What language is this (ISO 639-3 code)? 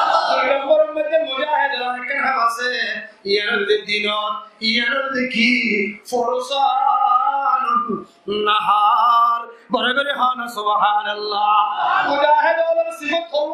rhg